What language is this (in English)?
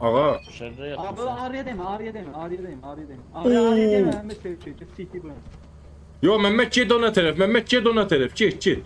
South Azerbaijani